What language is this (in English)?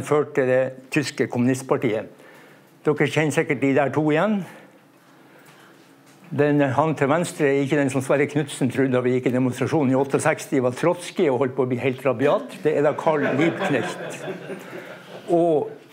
Norwegian